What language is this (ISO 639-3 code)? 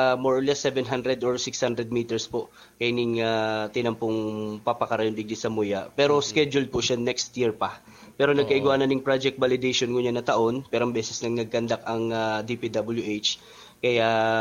bik